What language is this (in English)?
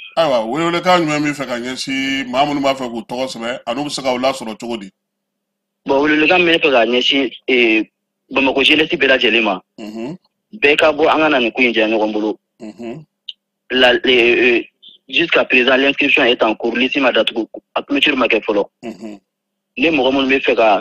Bambara